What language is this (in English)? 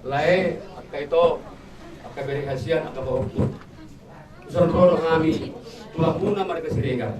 Batak Toba